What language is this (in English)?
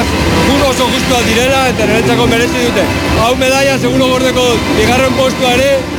Basque